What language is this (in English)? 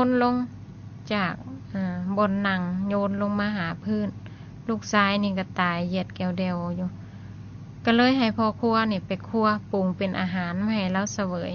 Lao